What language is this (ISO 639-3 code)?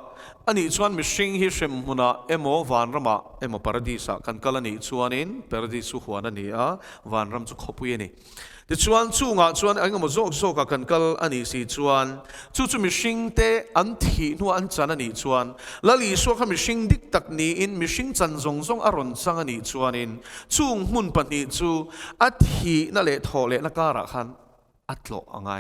lus